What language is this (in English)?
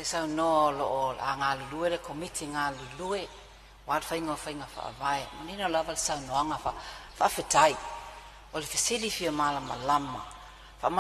Samoan